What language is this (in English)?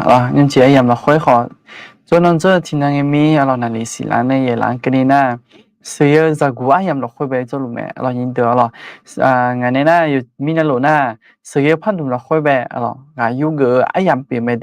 Akha